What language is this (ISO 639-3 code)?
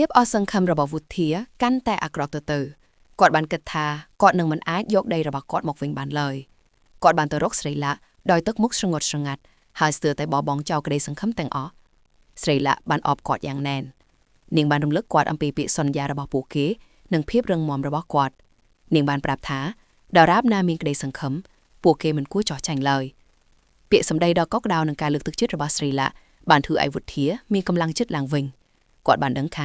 khm